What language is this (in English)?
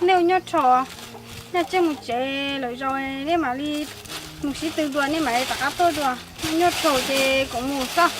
Hmong